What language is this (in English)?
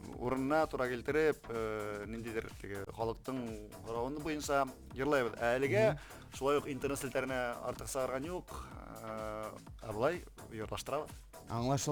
Bashkir